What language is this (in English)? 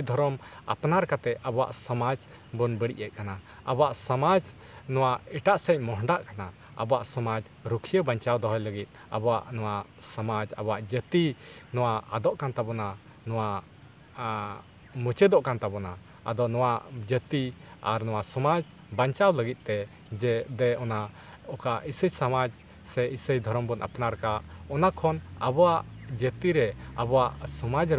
Santali